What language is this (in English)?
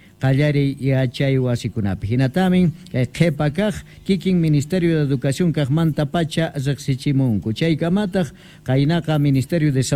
South Bolivian Quechua